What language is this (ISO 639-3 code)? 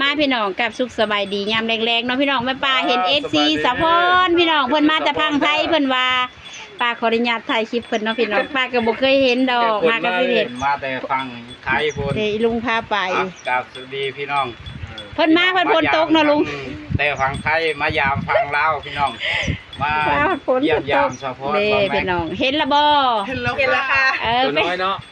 lao